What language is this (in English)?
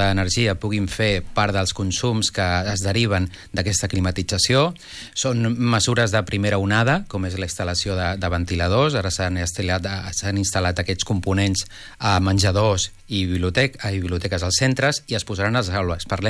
Catalan